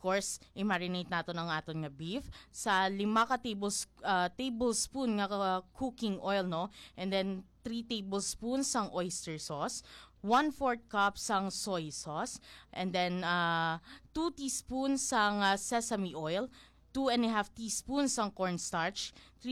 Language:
Hiligaynon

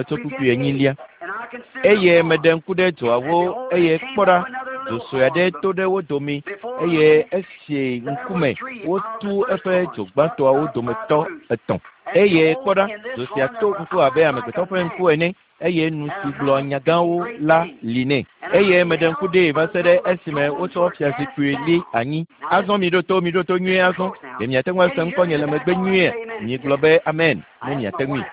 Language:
Ewe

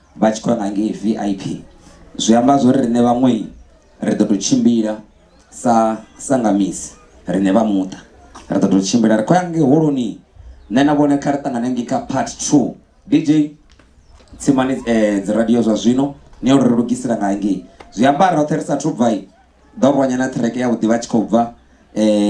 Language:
Venda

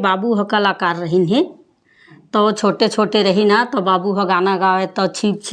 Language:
Chhattisgarhi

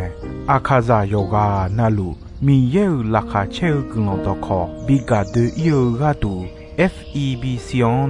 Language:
Akha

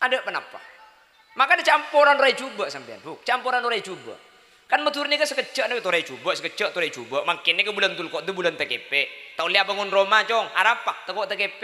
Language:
Madurese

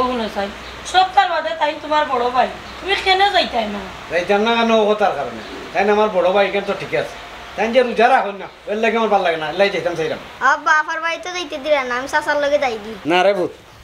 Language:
Sylheti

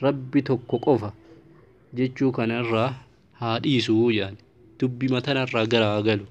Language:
Oromo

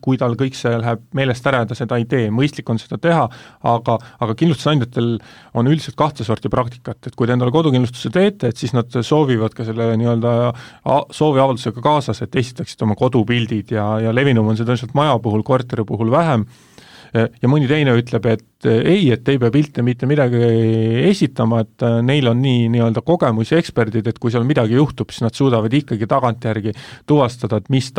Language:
Estonian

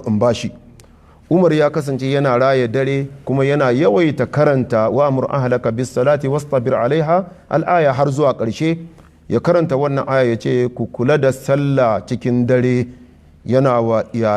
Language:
Hausa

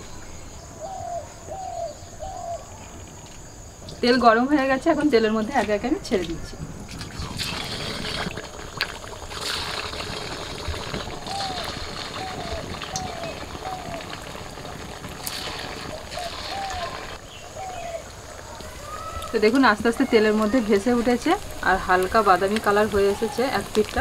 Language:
Bangla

